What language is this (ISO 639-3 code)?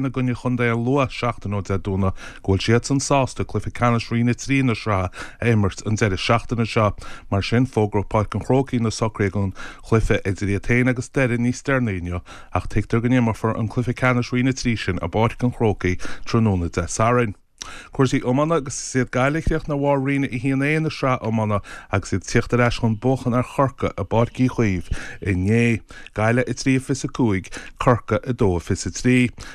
gle